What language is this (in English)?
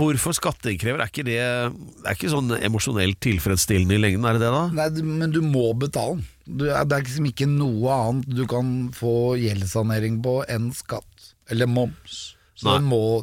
Norwegian